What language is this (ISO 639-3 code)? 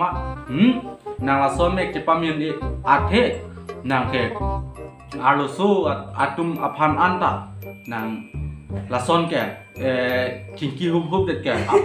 mjw